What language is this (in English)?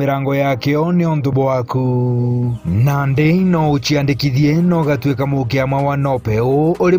Meru